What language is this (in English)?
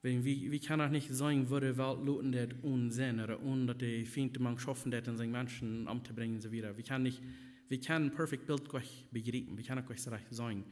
Plautdietsch